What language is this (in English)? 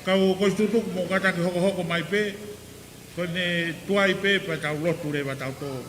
Tongan